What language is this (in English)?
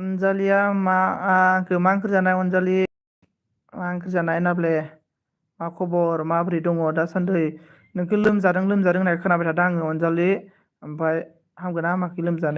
Bodo